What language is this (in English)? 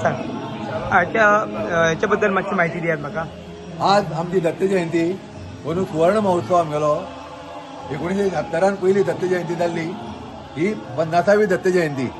Konkani